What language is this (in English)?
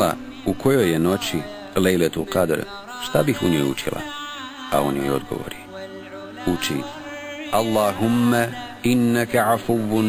Bosnian